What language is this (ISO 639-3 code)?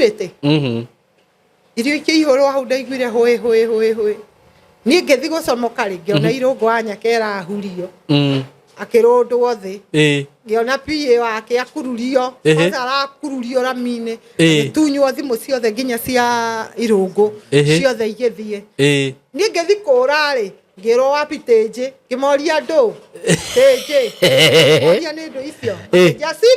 kik